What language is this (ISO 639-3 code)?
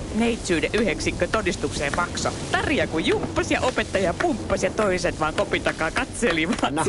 fin